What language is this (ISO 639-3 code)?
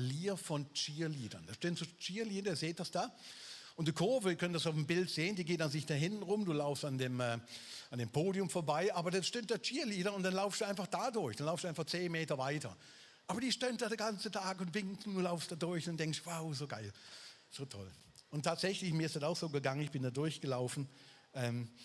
gsw